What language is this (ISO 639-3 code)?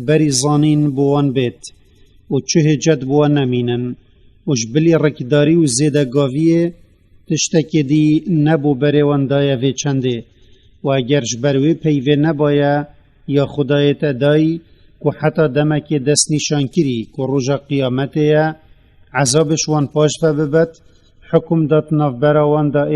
kur